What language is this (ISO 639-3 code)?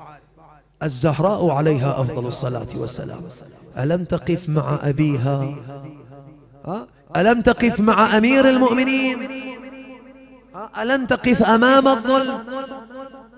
ara